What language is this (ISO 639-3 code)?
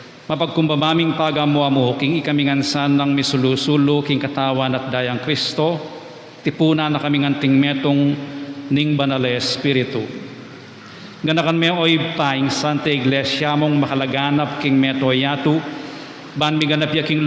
pam